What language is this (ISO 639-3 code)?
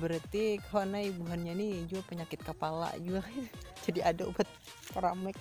bjn